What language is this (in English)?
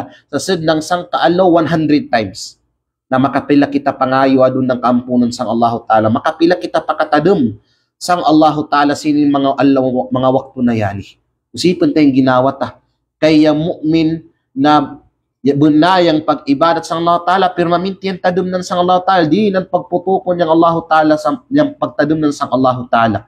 Kalagan